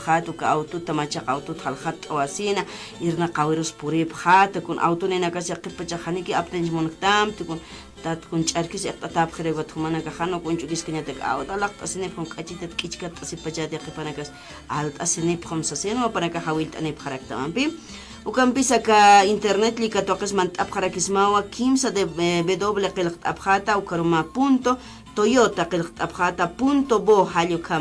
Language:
Aymara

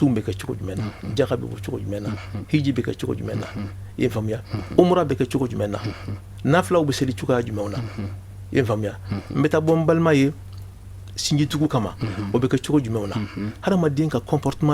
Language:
Bambara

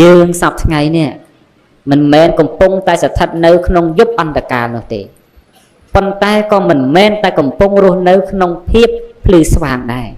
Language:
Khmer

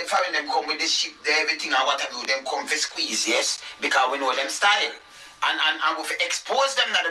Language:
Jamaican Creole English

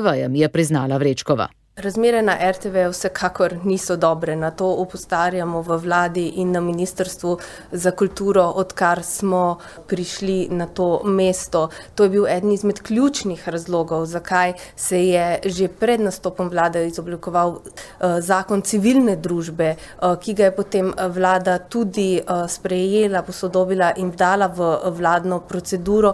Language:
Slovenian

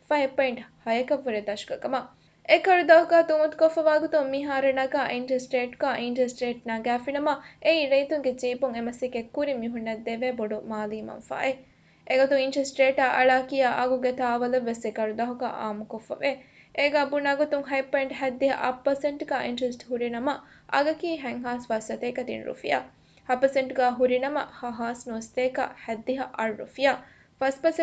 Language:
Divehi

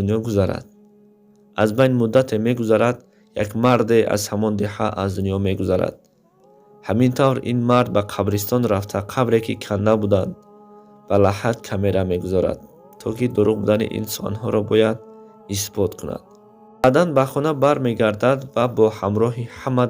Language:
Tajik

